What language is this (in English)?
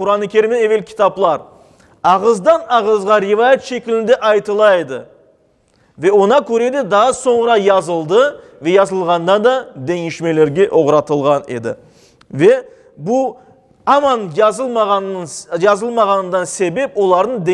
Crimean Tatar